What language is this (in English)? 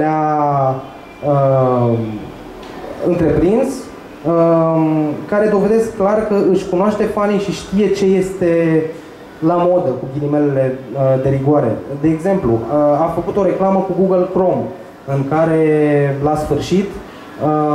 Romanian